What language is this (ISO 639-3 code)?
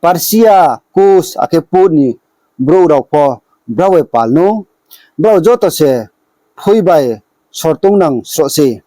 ria